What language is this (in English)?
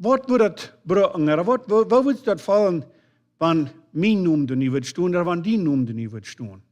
Plautdietsch